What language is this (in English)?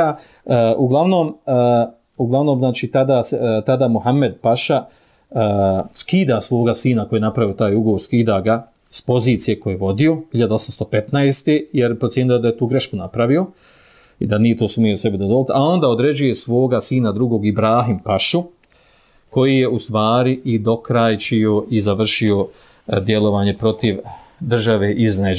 Bosnian